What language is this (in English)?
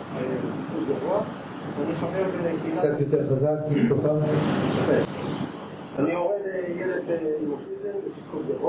Hebrew